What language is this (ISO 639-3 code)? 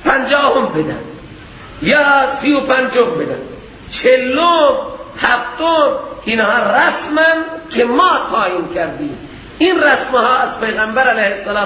fas